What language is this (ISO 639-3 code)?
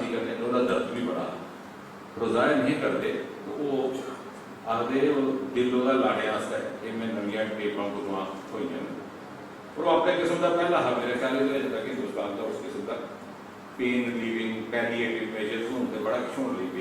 doi